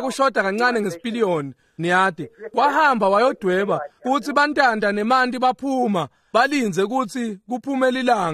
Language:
Swati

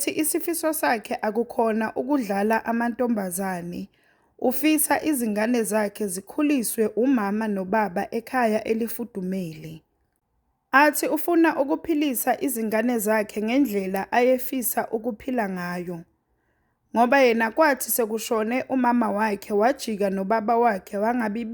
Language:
Zulu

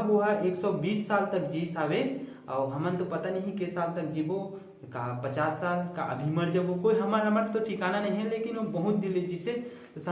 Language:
Chhattisgarhi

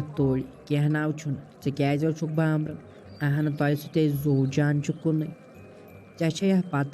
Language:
Kashmiri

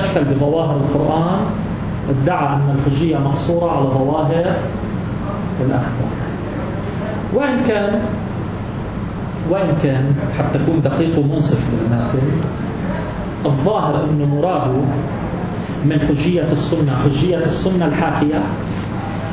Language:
Arabic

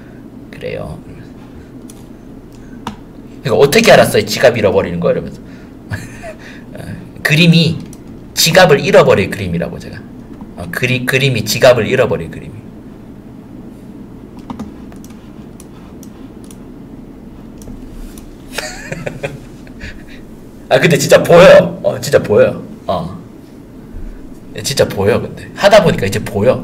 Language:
Korean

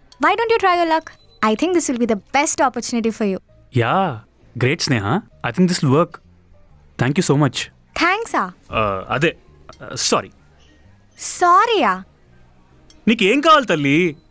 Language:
Telugu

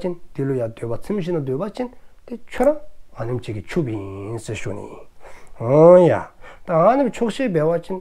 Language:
Dzongkha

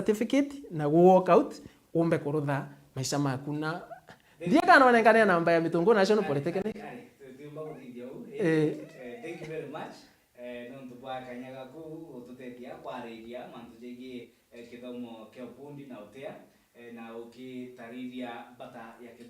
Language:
Meru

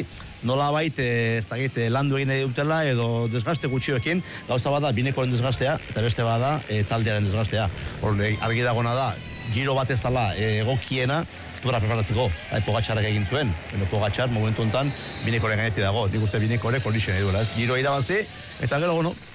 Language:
Basque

